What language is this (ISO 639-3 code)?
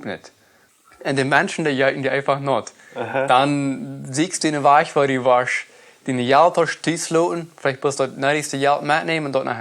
pdt